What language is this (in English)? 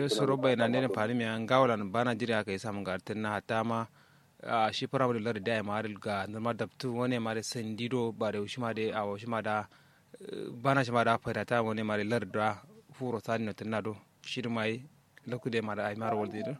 Kanuri